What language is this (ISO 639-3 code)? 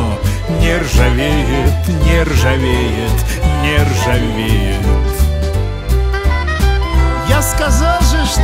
rus